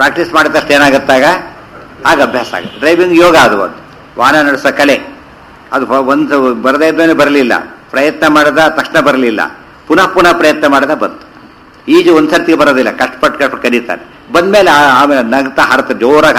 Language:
Kannada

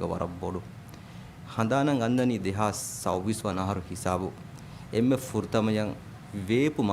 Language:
Divehi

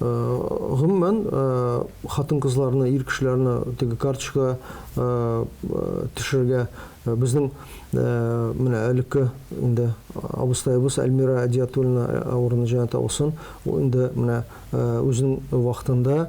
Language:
Tatar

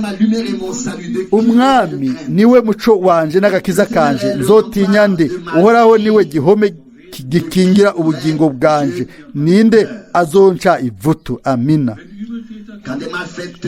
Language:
Rundi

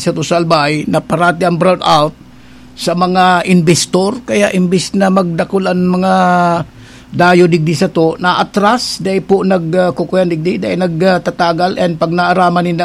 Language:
Bikol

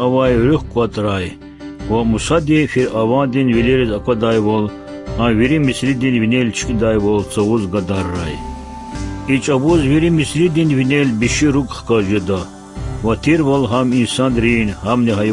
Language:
Lezghian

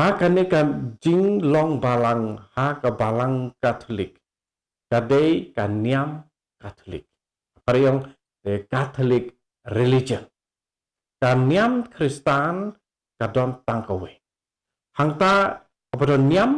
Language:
Khasi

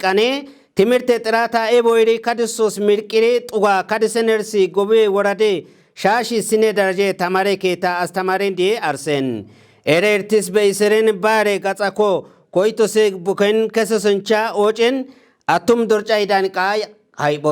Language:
Kafa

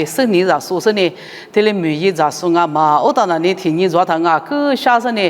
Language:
Lisu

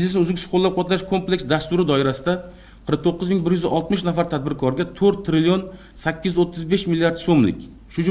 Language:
Uzbek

